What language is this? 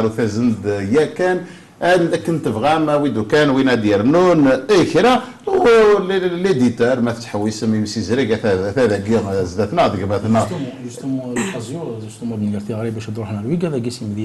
Kabyle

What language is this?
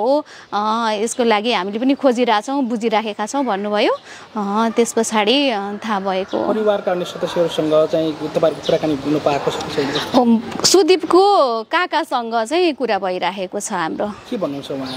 Nepali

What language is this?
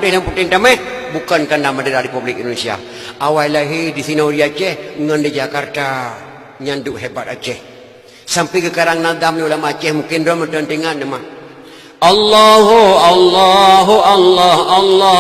Achinese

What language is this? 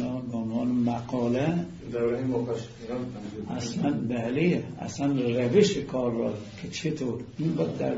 Persian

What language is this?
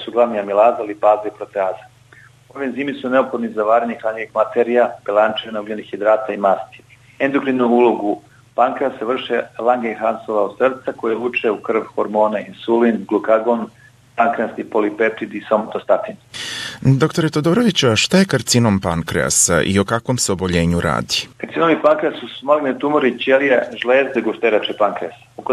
Serbian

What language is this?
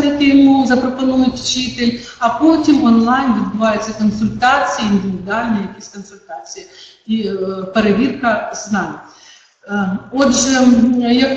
Ukrainian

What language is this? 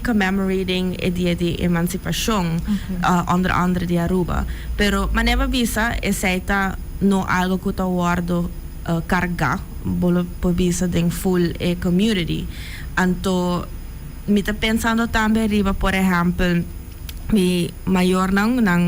Papiamento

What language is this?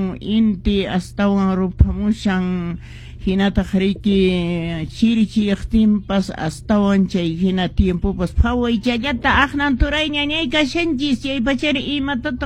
Quechua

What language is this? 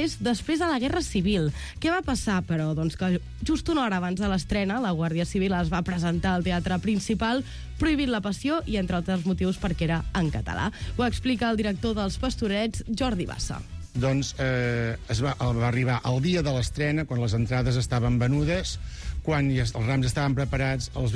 Catalan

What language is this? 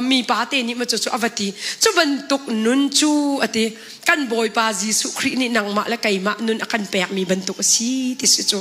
Hakha Chin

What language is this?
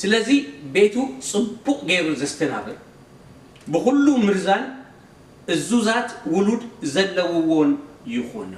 Tigrinya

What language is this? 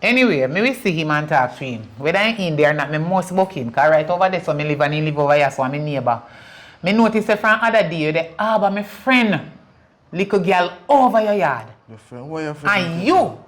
Jamaican Creole English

